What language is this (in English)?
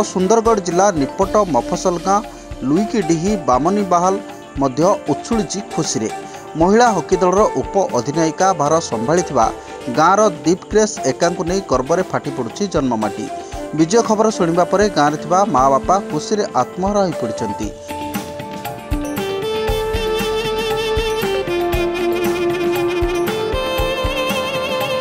Odia